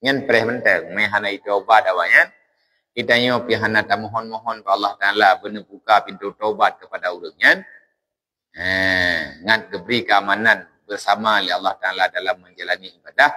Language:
Achinese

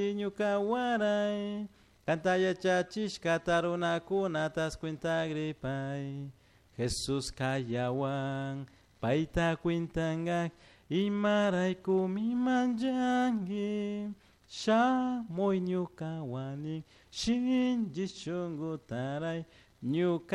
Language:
Chimborazo Highland Quichua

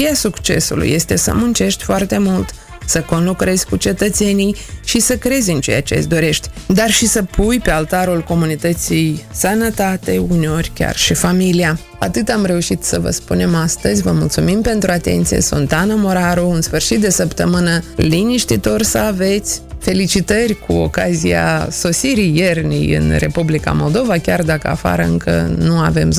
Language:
Romanian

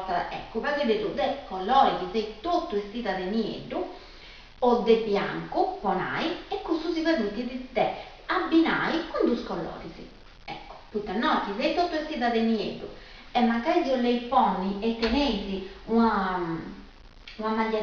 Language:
Sardinian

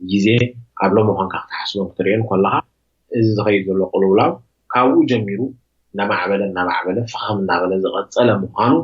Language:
Tigrinya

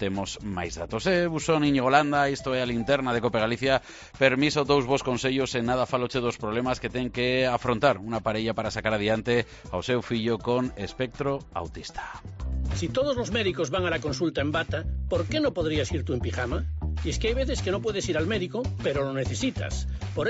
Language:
Galician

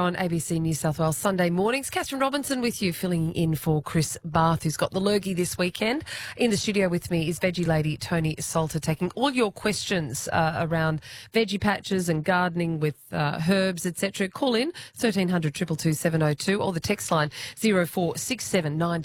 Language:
English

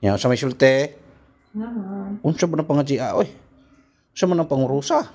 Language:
Cebuano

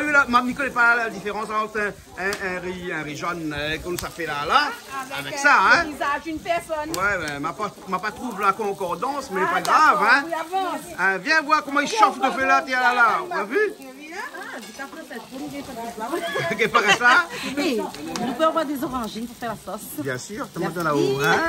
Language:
Réunion Creole French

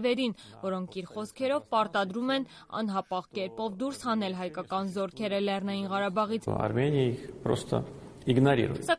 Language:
Armenian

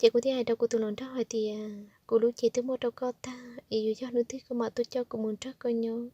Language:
Hmong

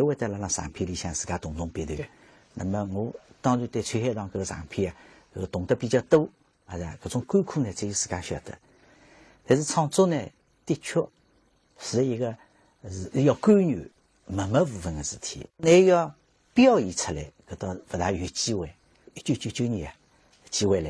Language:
Wu Chinese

